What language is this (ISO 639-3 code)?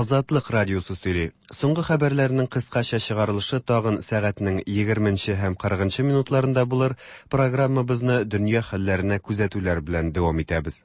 tat